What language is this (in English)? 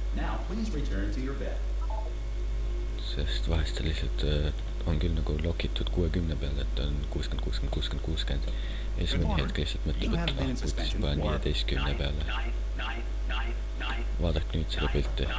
Estonian